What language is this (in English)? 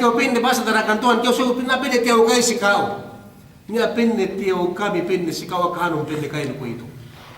Yakan